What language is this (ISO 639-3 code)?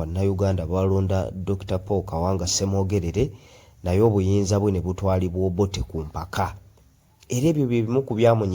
lug